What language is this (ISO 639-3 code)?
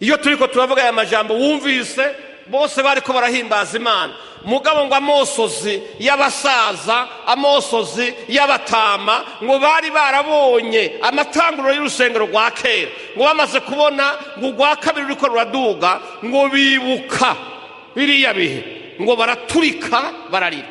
run